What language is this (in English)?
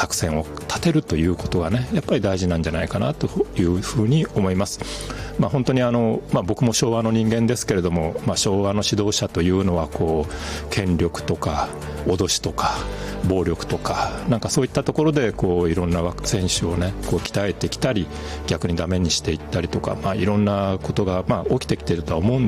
Japanese